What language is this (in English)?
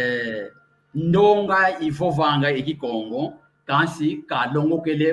San Salvador Kongo